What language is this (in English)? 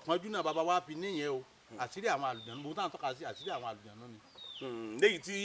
Yoruba